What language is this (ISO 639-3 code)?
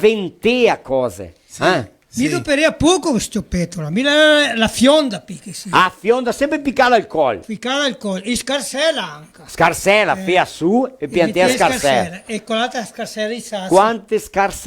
vec